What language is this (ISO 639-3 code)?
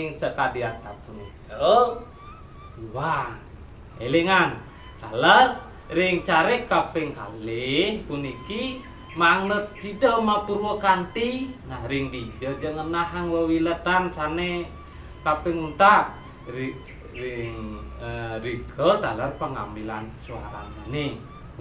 ban